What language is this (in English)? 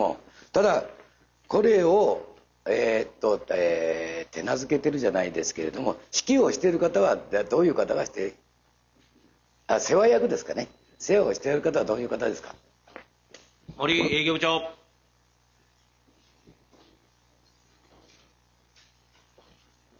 Japanese